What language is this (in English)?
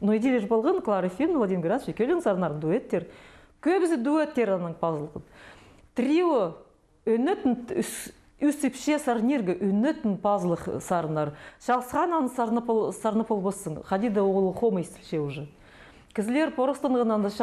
Khakas